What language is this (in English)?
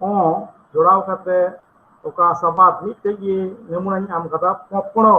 Santali